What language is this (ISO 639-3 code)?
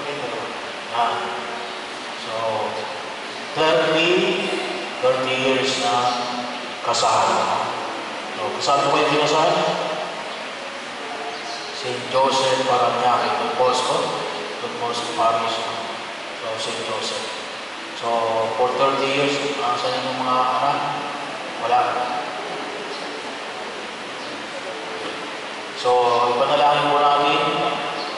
fil